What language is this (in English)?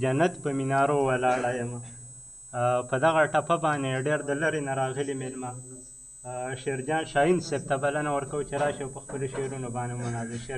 Pashto